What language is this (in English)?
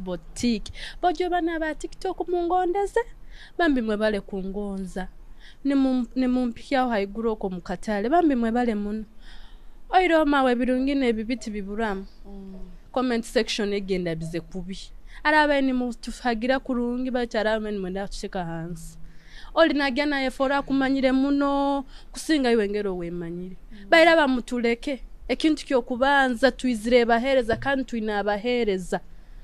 Nyoro